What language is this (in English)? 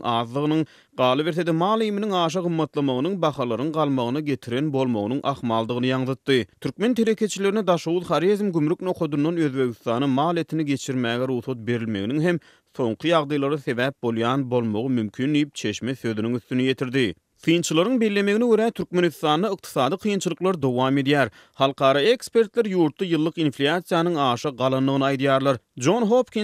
Turkmen